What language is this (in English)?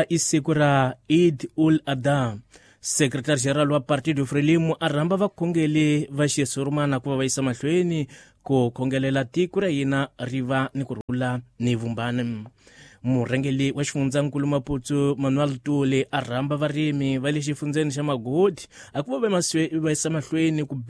Tsonga